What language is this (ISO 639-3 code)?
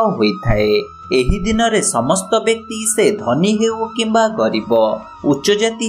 ori